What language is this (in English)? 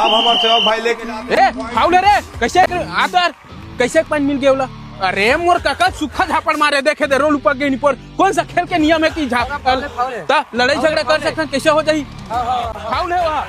Chhattisgarhi